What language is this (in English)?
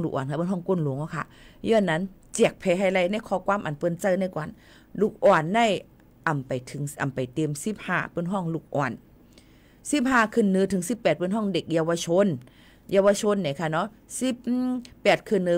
Shan